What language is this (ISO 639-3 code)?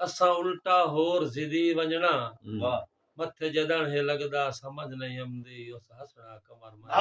skr